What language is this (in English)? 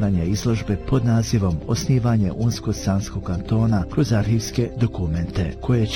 Bosnian